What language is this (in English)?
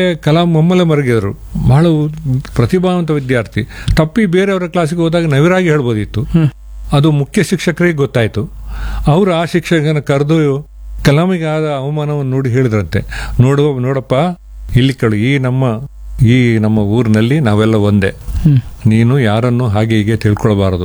Kannada